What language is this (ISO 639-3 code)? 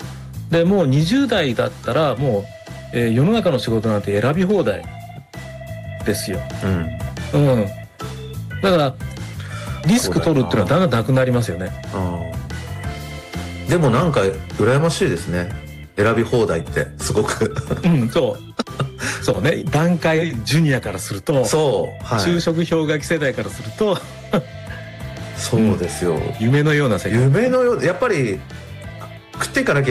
jpn